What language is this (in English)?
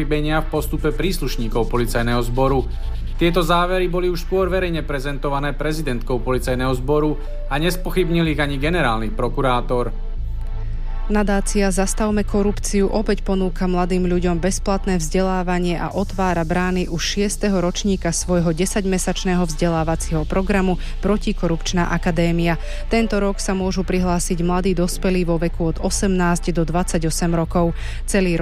Slovak